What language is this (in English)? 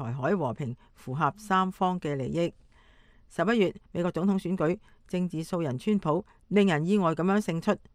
Cantonese